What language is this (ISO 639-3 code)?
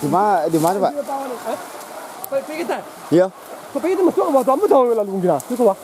min